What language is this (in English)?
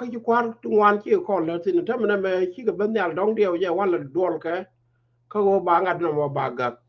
Nuer